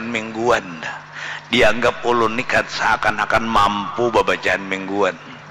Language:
Banjar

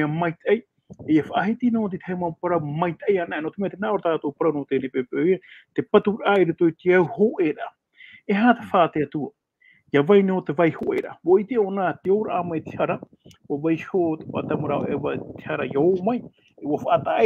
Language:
Tahitian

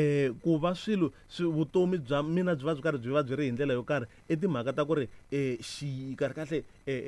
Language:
Tsonga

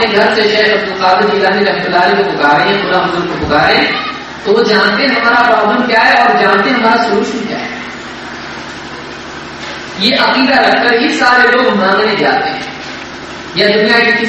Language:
Urdu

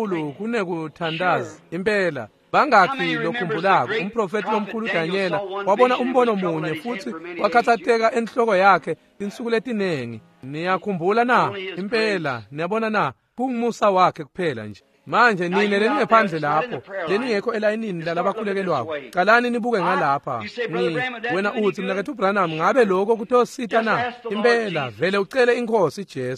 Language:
Swati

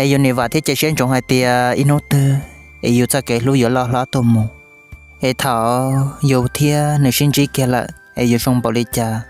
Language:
Hmong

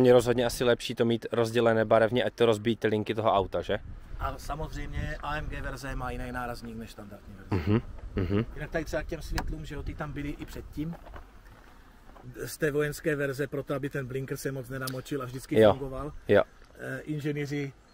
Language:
Czech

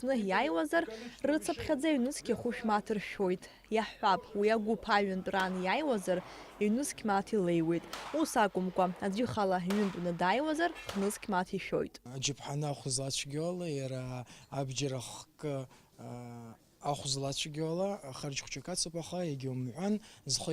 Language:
Abkhazian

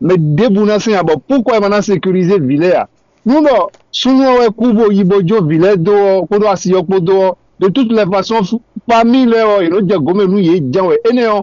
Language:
Fon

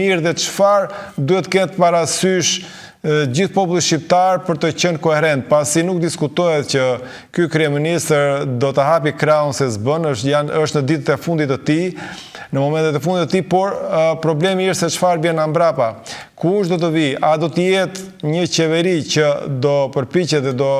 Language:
Albanian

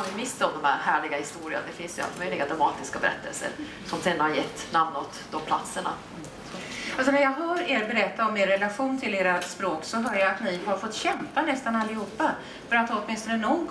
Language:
Swedish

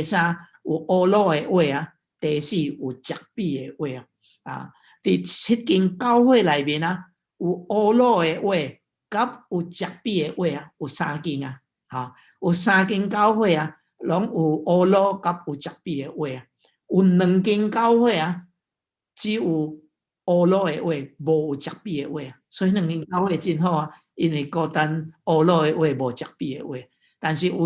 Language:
Min Nan Chinese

